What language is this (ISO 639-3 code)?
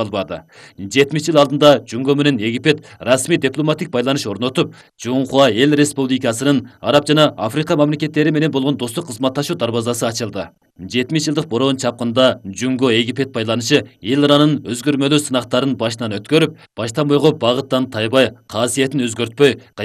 kir